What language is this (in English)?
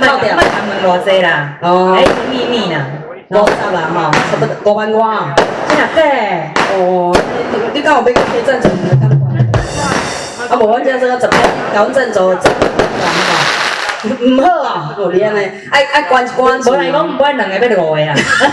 Min Nan Chinese